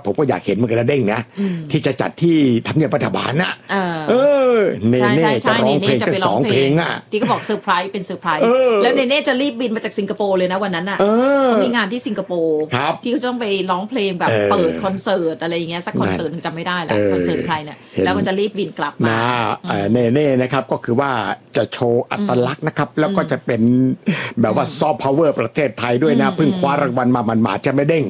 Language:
Thai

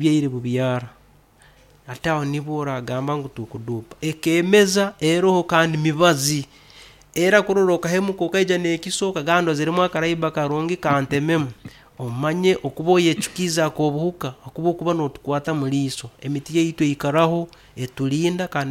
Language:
Nyoro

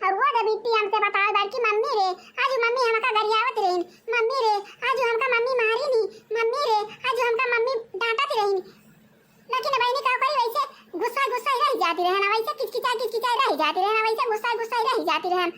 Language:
Awadhi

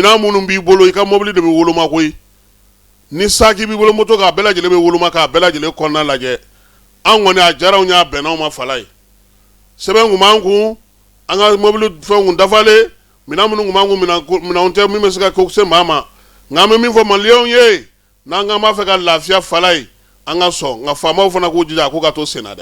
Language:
Bambara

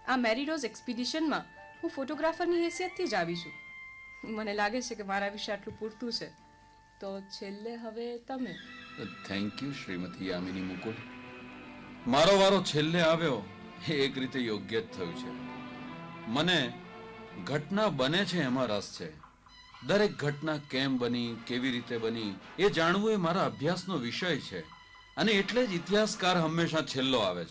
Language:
Gujarati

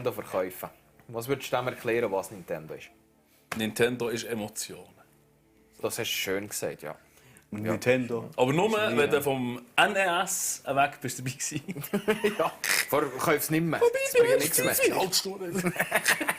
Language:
Swiss German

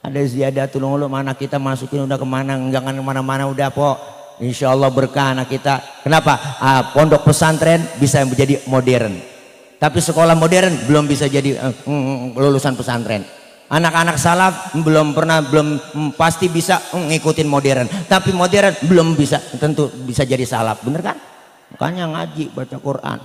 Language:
Betawi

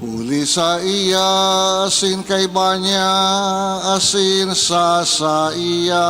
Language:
Bikol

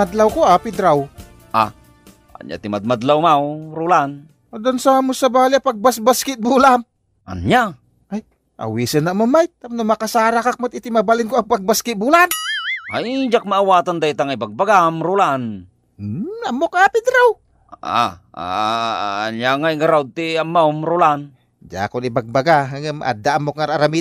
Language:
Iloko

